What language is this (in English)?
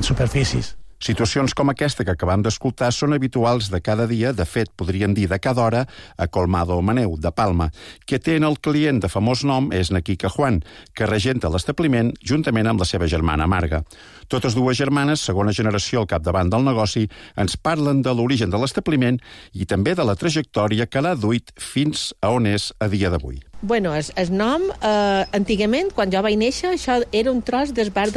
Catalan